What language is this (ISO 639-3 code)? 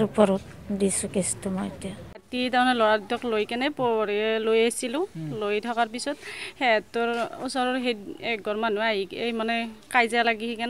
asm